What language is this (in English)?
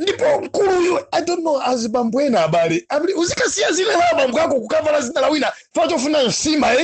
Nyanja